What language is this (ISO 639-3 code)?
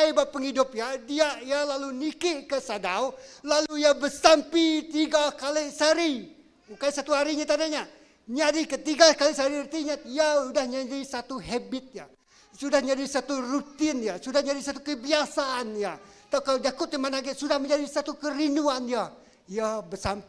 iba